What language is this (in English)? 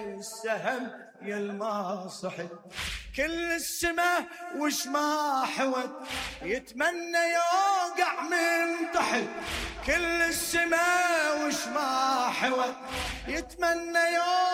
Mesopotamian Arabic